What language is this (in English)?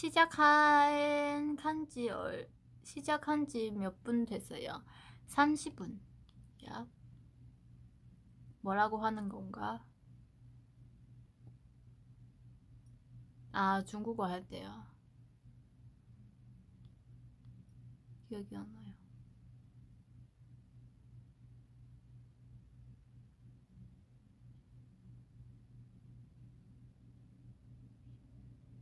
Korean